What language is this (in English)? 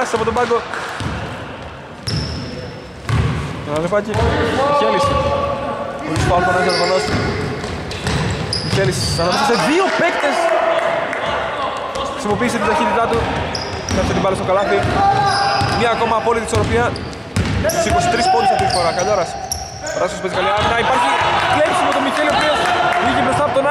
Greek